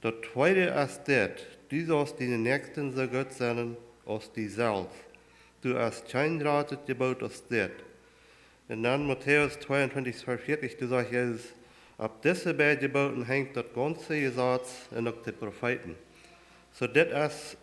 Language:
Plautdietsch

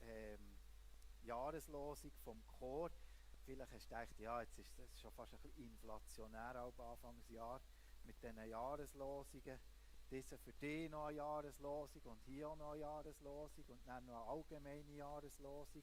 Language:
Swiss German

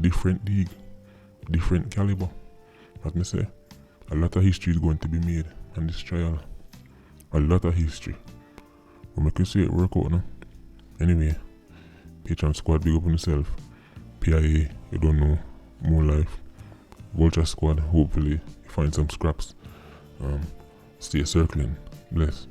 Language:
Jamaican Creole English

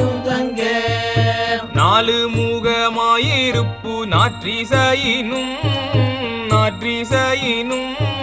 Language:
Tamil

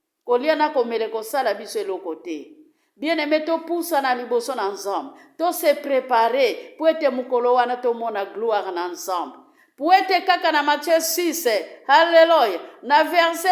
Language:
Lingala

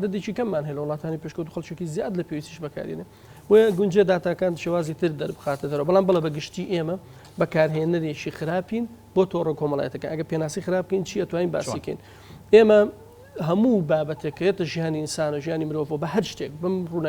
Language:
Central Kurdish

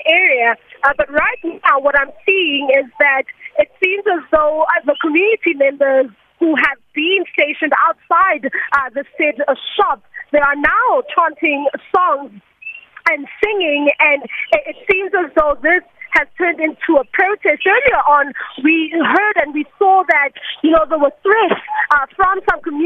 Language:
English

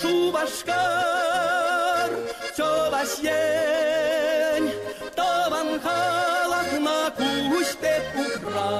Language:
Chuvash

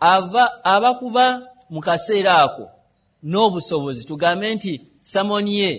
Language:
Ganda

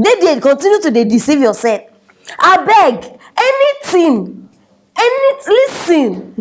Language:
Nigerian Pidgin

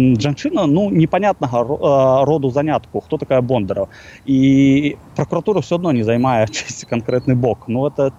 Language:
Belarusian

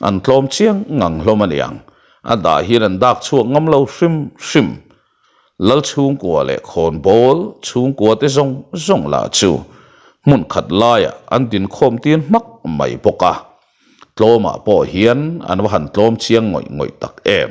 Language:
Mizo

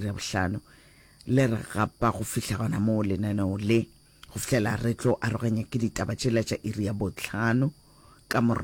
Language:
Northern Sotho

